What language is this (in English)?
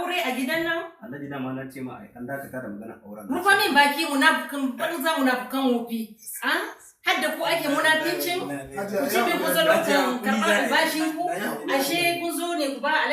Hausa